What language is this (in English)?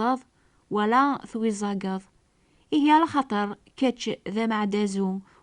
Kabyle